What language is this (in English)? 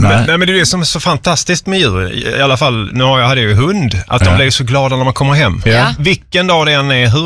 Swedish